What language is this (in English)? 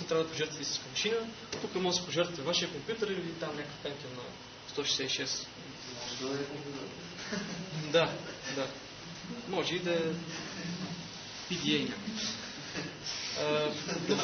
Bulgarian